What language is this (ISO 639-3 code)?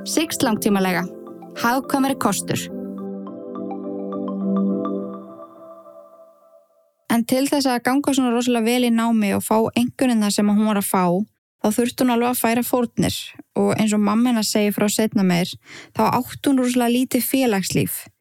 isl